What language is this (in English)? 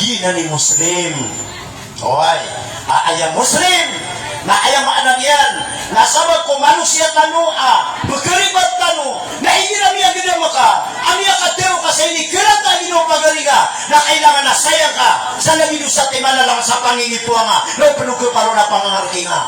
Maranao